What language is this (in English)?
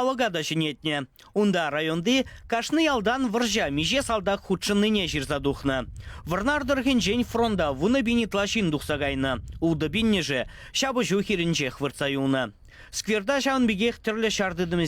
Chuvash